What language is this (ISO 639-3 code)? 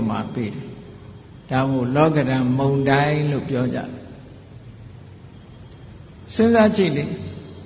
mya